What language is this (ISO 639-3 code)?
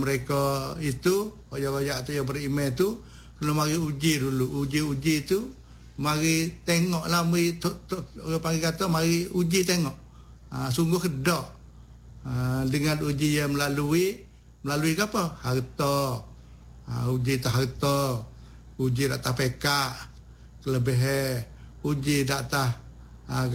msa